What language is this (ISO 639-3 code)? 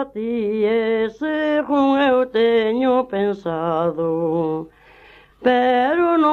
glg